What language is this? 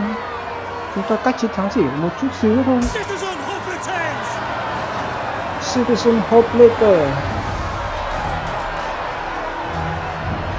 Vietnamese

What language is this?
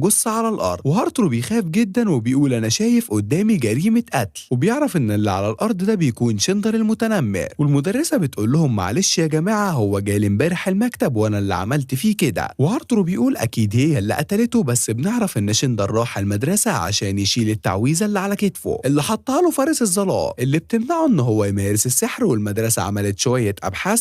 Egyptian Arabic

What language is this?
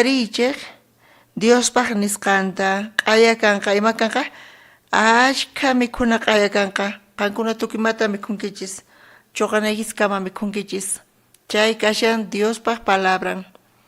South Bolivian Quechua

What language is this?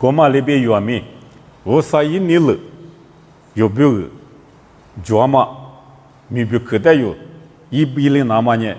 Lisu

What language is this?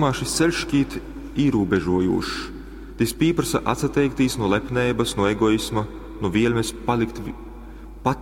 Latgalian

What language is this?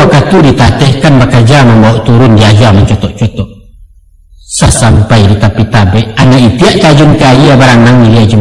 Minangkabau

